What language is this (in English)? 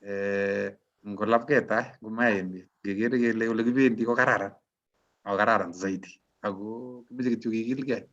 Kalenjin